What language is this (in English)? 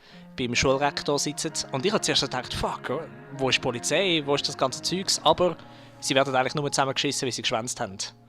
Swiss German